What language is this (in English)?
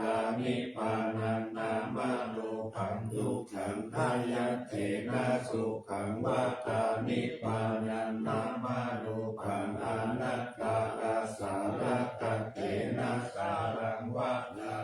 Pali